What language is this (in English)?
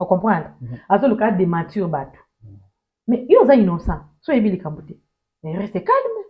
Lingala